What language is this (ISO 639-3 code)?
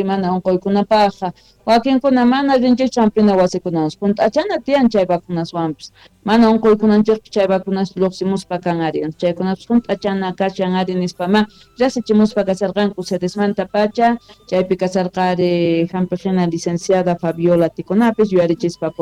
quh